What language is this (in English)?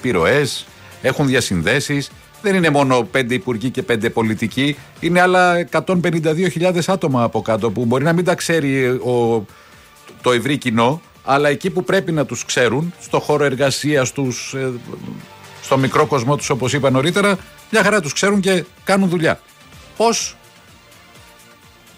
Greek